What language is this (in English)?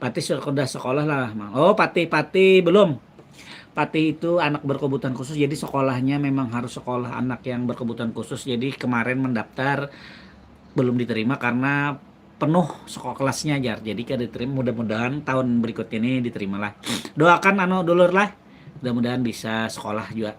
Banjar